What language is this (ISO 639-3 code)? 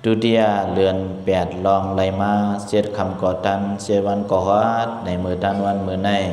shn